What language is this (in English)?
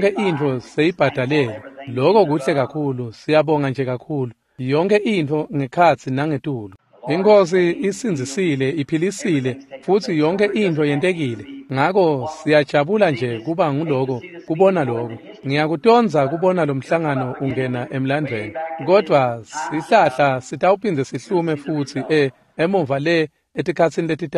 Swati